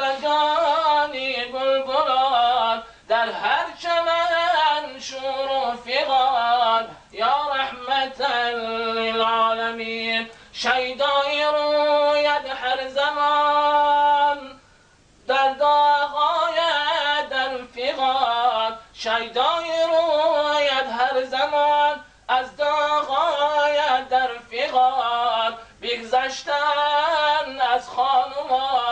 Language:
Tajik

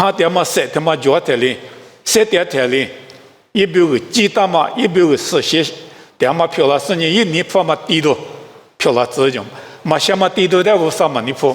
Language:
Lisu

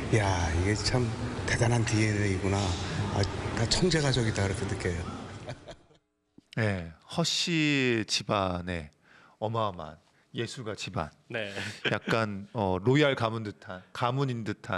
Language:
Korean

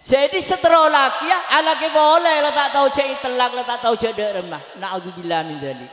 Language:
Madurese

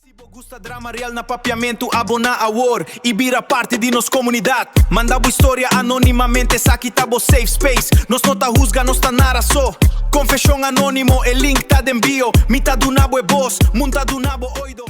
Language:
Papiamento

